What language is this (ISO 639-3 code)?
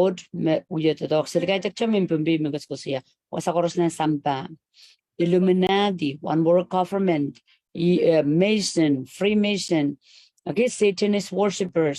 pon